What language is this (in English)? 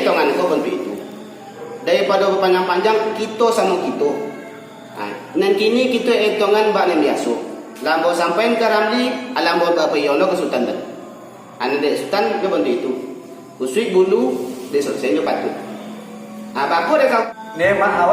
Minangkabau